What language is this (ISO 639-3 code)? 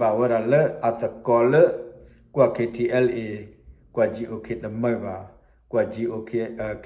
ksw